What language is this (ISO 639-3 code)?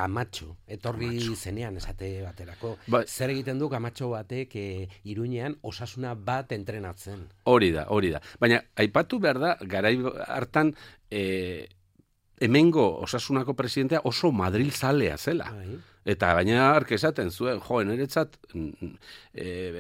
eus